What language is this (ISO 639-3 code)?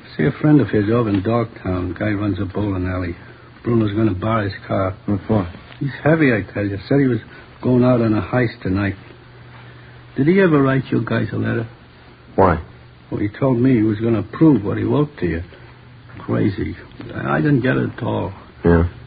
eng